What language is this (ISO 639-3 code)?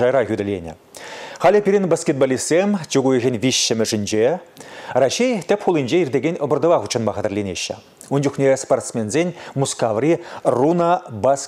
chv